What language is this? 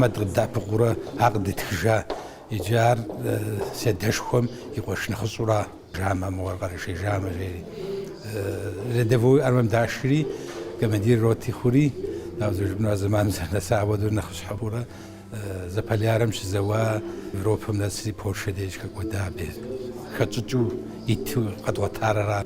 Kabardian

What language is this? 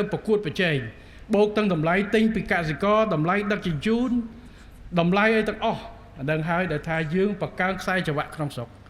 Khmer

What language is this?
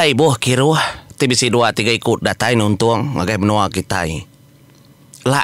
Iban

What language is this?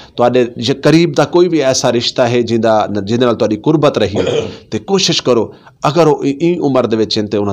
Western Panjabi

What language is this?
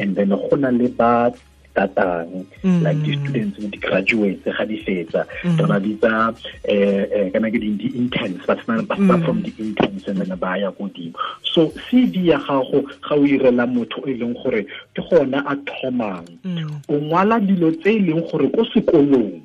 Tswana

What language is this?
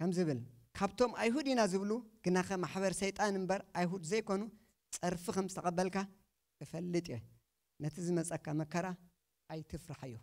Tigrinya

